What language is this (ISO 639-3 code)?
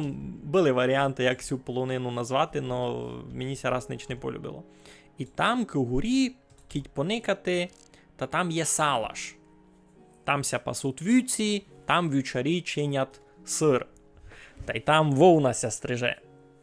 rue